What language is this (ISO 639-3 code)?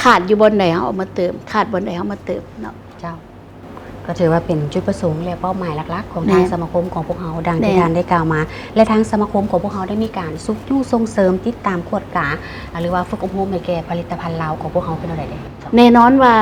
lao